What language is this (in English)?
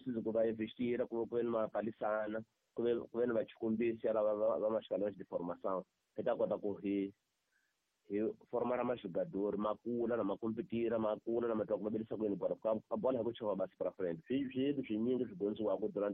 Tsonga